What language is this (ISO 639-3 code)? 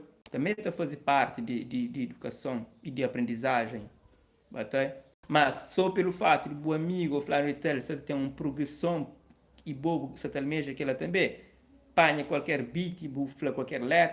kea